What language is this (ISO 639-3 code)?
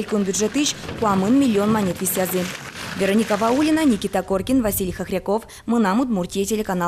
udm